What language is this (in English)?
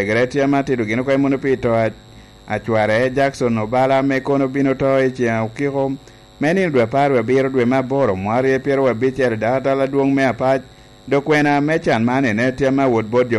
Lango (Uganda)